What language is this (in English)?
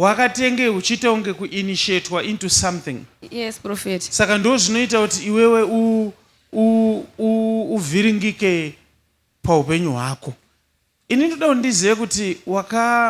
Shona